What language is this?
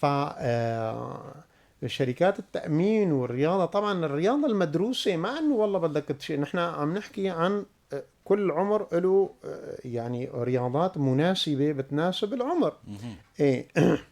North Levantine Arabic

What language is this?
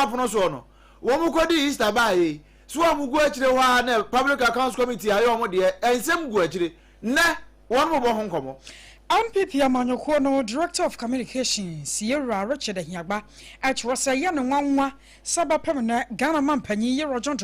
Akan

